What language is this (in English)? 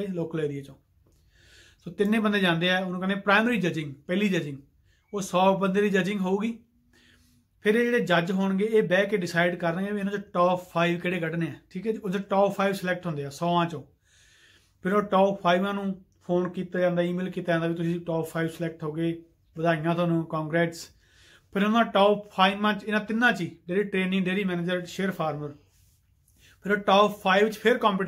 Punjabi